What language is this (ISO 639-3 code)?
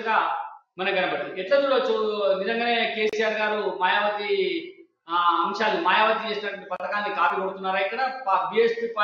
tel